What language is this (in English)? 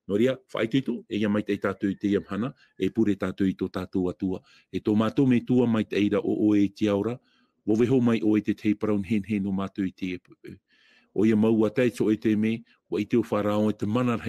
Tahitian